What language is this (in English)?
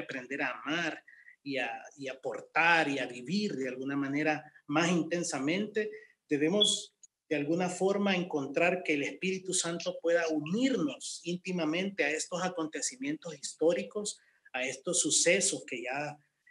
Spanish